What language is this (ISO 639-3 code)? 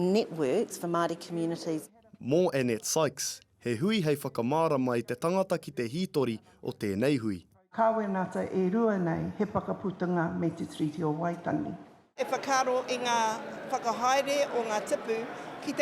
mri